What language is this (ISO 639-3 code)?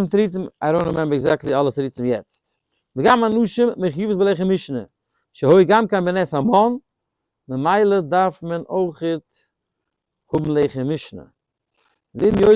yid